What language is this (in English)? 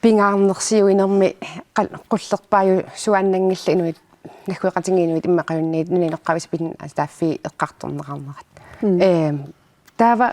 Kalaallisut